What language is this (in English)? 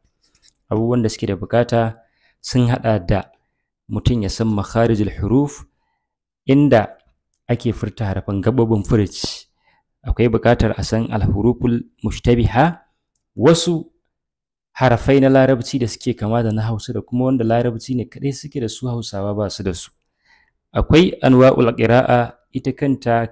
Hausa